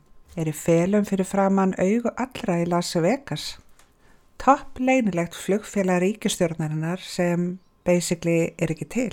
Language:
Icelandic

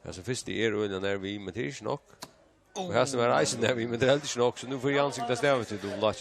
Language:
Faroese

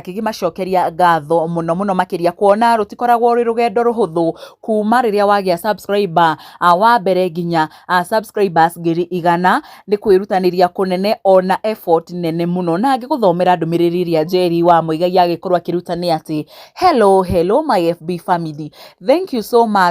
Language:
Kikuyu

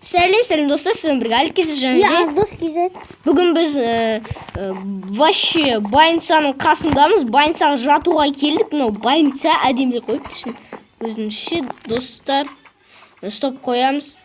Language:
Kazakh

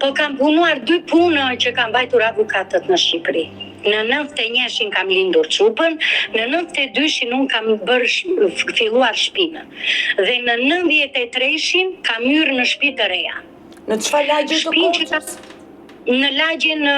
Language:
Albanian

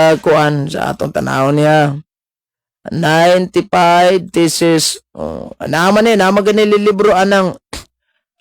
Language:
Cebuano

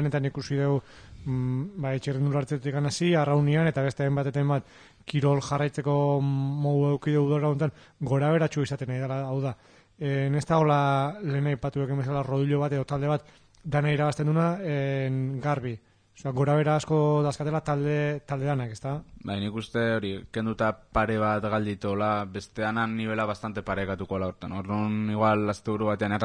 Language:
Basque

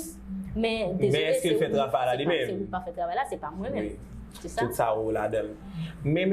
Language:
Haitian Creole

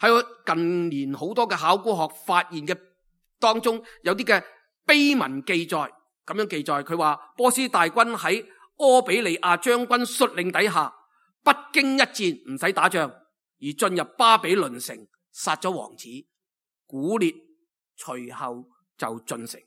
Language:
Cantonese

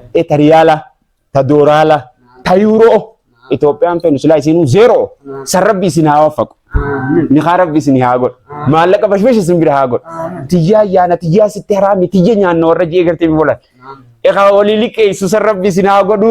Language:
Oromo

